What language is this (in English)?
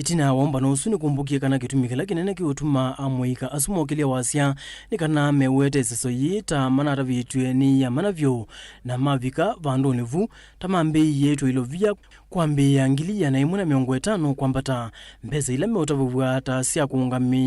Kamba